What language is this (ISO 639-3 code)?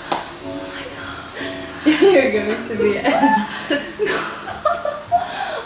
nld